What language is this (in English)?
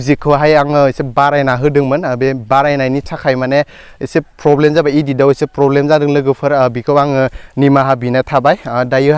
Bodo